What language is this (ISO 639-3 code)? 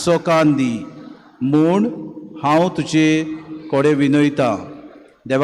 kok